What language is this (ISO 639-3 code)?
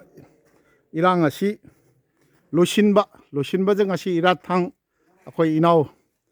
mni